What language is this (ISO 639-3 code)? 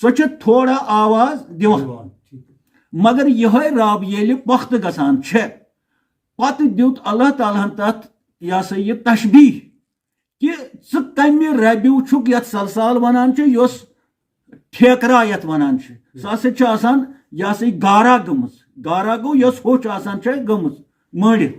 kas